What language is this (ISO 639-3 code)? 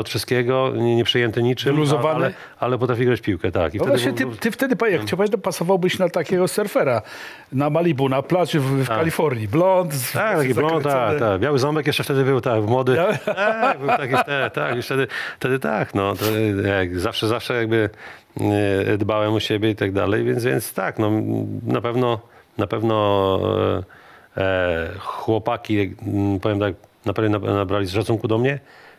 pol